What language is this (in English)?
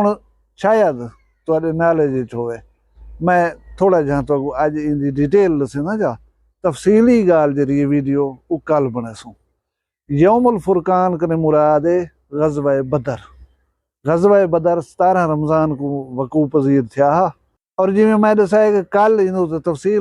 Saraiki